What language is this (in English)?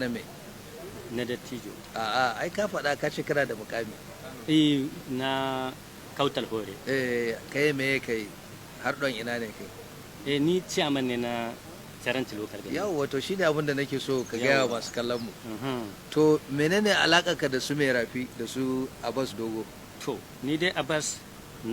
Hausa